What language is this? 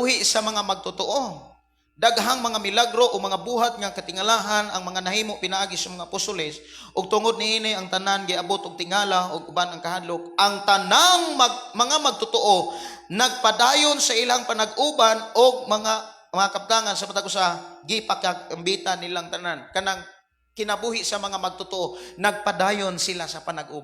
Cebuano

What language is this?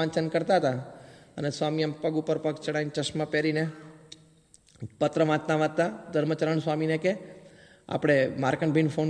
Gujarati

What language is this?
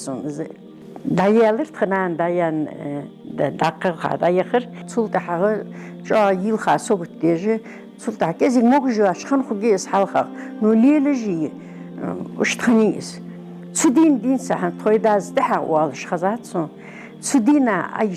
Ingush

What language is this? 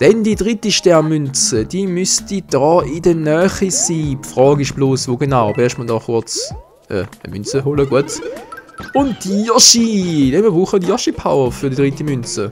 Swiss German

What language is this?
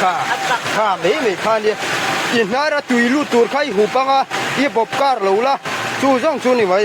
Mizo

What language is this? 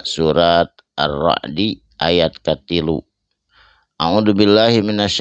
Sundanese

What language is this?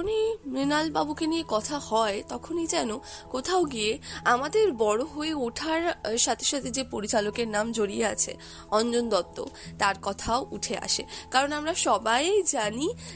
Bangla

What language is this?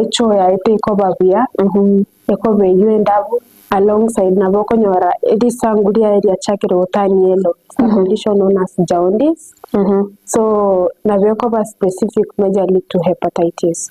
Gusii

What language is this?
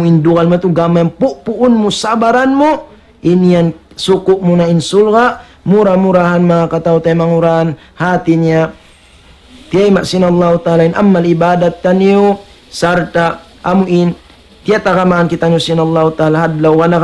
Tausug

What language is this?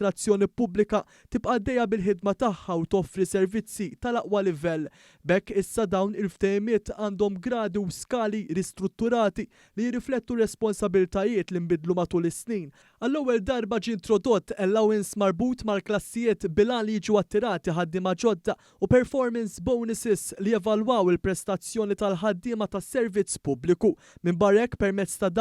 Maltese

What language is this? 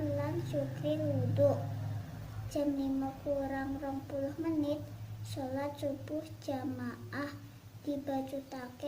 Javanese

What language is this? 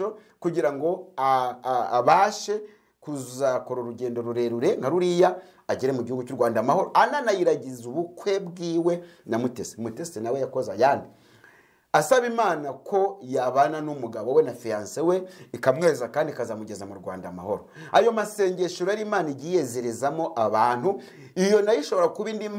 Kinyarwanda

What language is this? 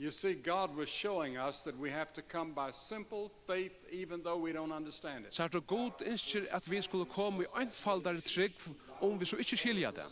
Faroese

